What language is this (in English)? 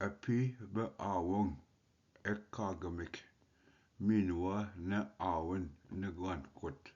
Ojibwa